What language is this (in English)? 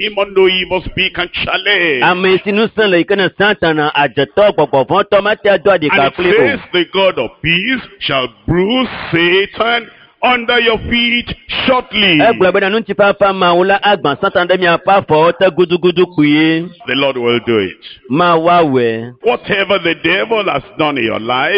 Ewe